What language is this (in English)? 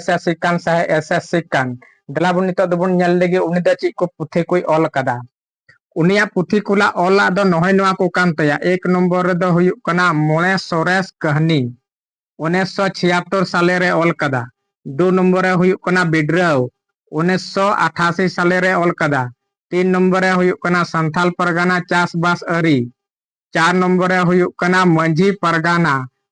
Santali